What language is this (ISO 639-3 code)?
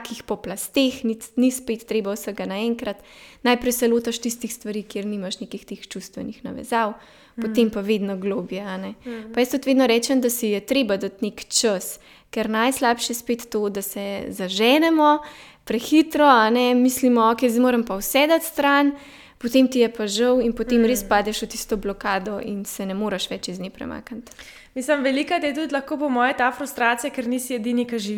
slv